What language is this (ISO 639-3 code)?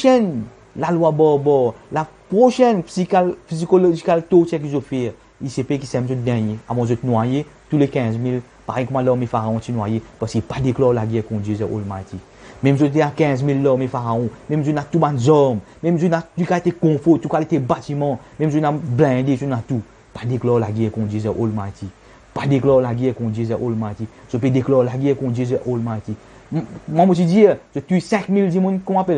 mfe